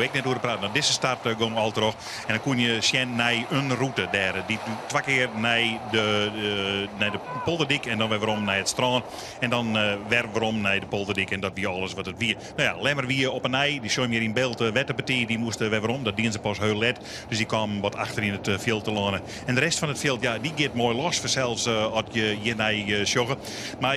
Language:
Western Frisian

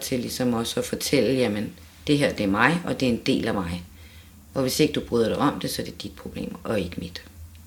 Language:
Danish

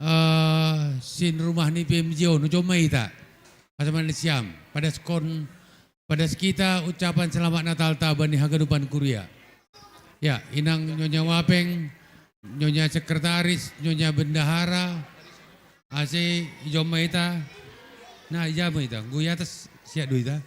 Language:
Batak Simalungun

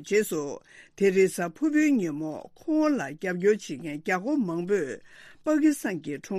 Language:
Tibetan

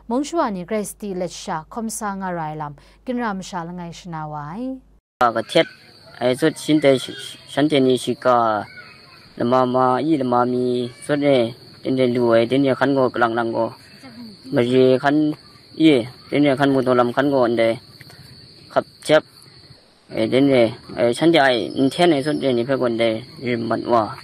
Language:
Kachin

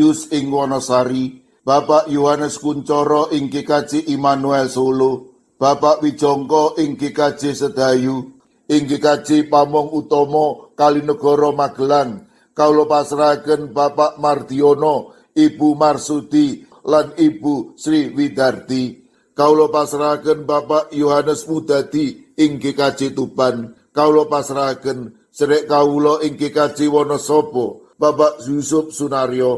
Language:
Javanese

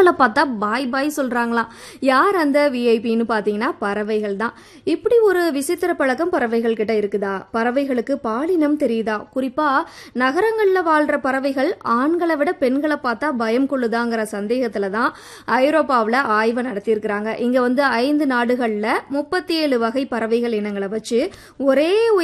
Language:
Tamil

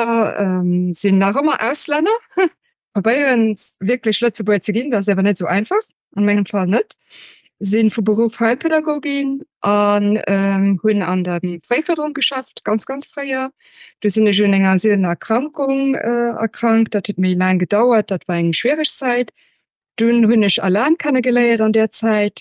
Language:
Luxembourgish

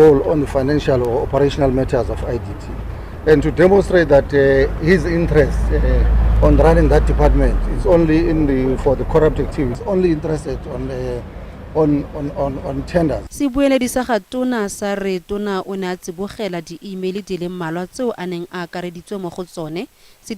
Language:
Tswana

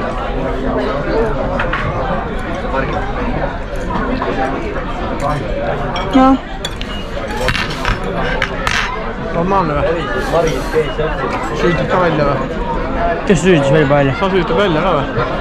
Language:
Estonian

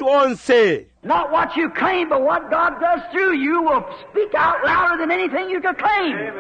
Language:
Bemba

